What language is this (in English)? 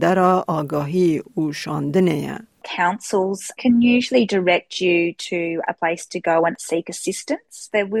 Kurdish